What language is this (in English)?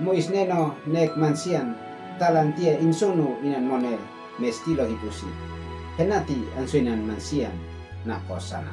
Uab Meto